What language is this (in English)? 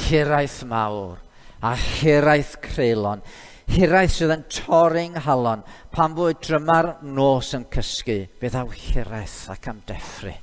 Welsh